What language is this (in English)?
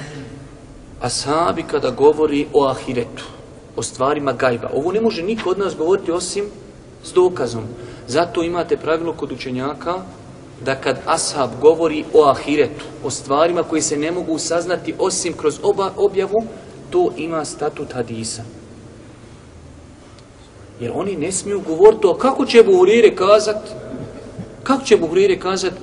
Bosnian